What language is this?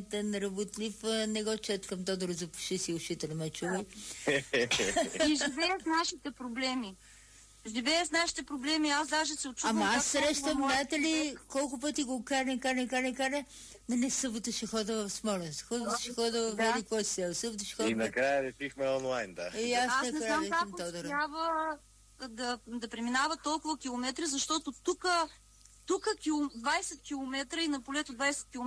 Bulgarian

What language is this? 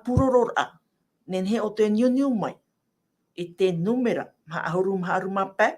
Tahitian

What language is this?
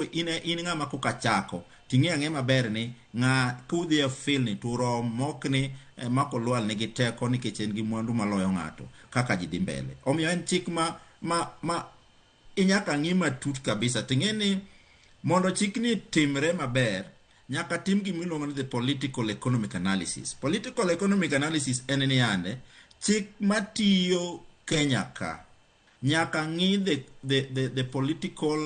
Luo (Kenya and Tanzania)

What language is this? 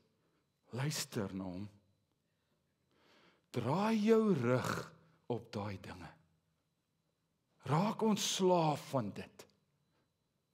Afrikaans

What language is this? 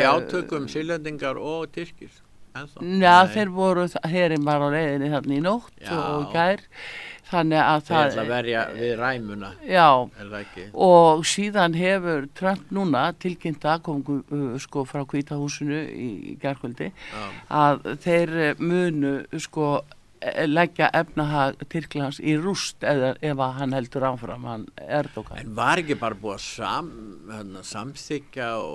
Icelandic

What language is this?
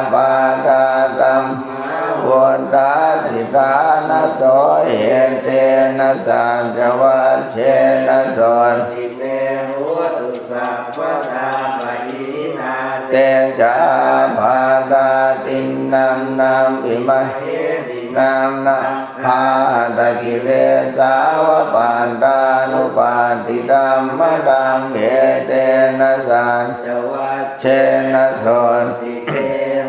Pali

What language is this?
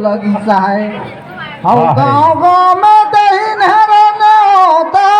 Surgujia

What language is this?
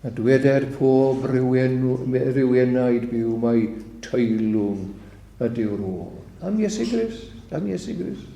Welsh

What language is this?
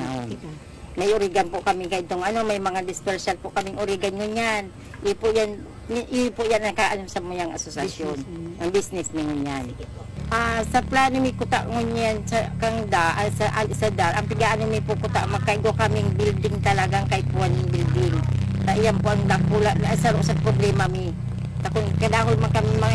Bikol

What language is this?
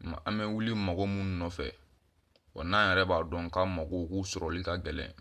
Bambara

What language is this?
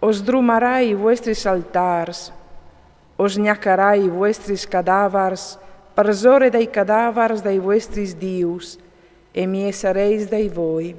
Friulian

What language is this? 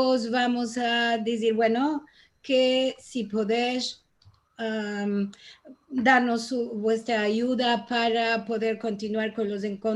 Ladino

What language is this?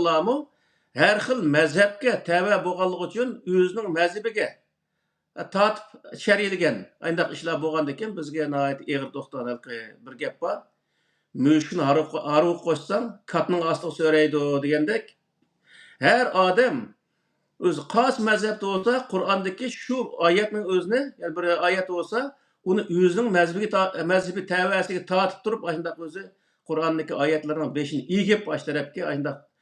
Uyghur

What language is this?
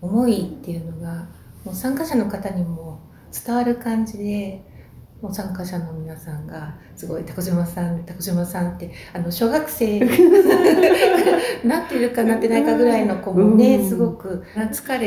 Japanese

